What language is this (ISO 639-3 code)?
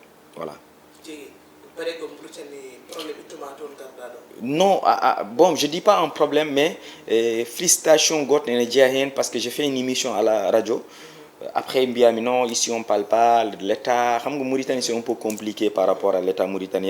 ful